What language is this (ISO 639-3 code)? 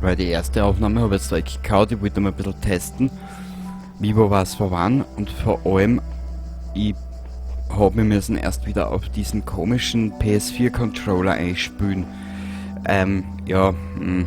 bar